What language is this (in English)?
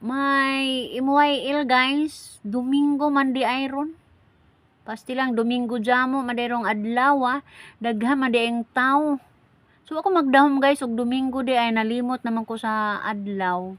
Cebuano